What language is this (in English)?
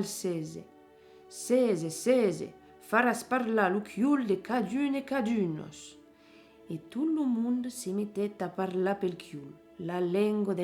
Occitan